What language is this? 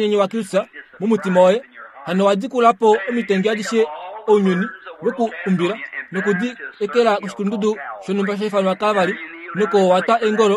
Kuanyama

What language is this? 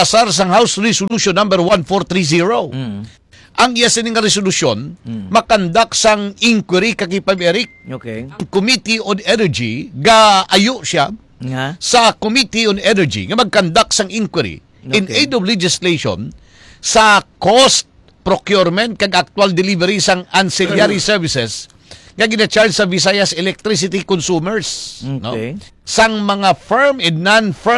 Hiligaynon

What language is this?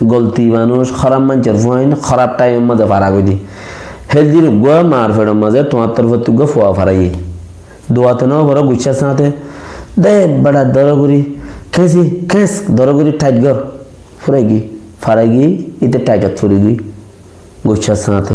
Rohingya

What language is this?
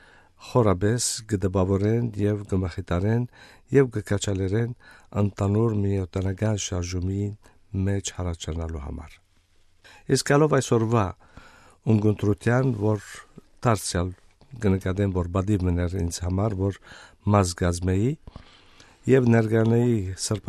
Western Armenian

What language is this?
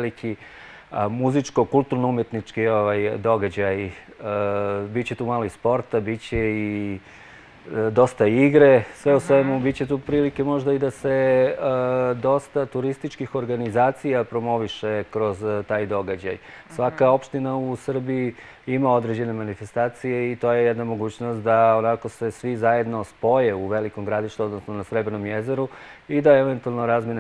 Serbian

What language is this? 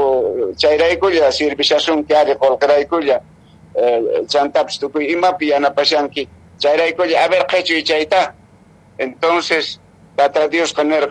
Quechua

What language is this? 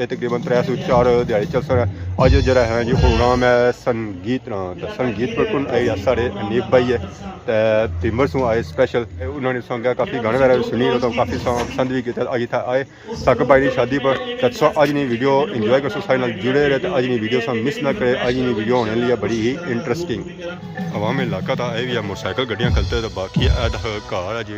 Pahari-Potwari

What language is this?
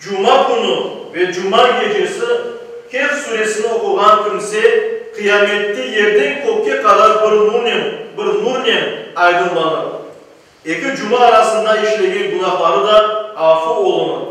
Crimean Tatar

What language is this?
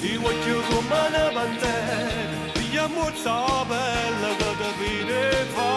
Neapolitan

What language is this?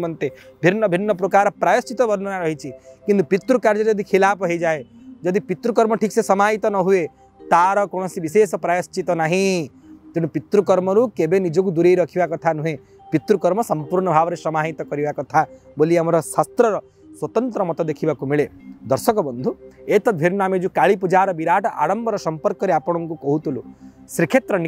Odia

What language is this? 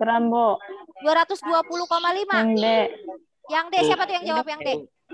Indonesian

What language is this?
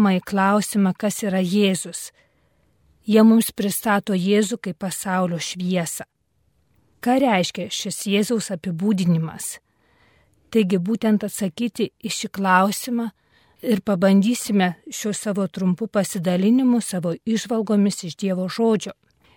Lithuanian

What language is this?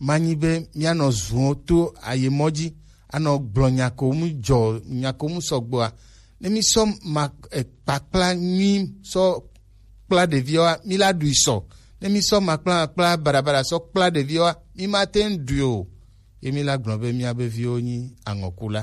Gen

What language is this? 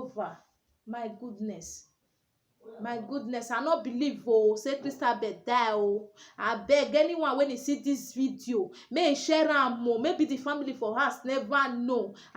Nigerian Pidgin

